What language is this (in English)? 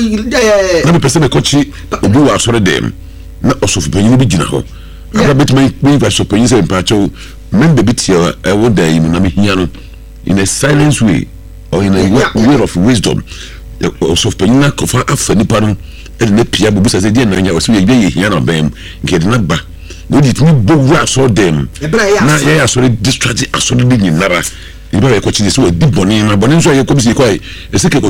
Akan